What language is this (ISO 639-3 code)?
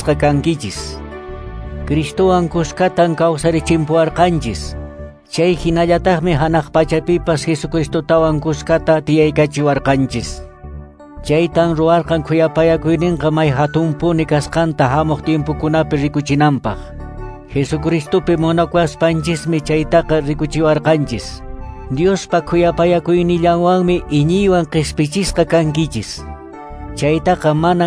que